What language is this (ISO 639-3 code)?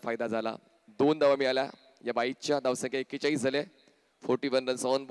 mar